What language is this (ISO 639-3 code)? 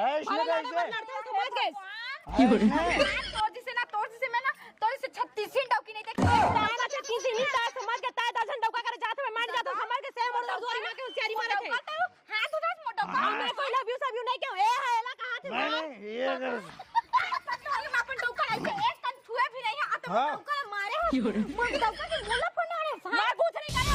hne